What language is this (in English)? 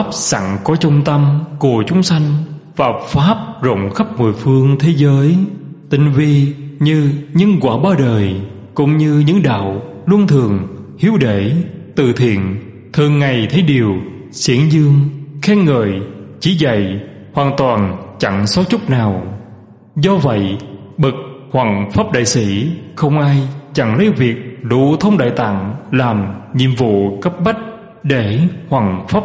Vietnamese